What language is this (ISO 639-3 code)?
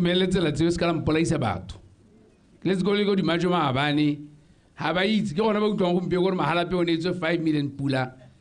tsn